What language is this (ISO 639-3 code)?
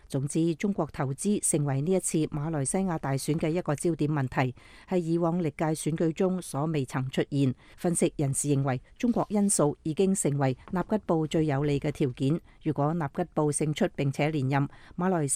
yue